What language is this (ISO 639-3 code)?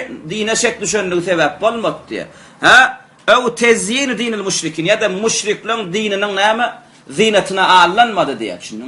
tuk